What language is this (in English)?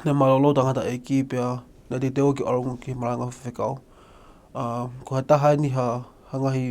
Tongan